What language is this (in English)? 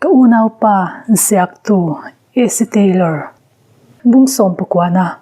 Mizo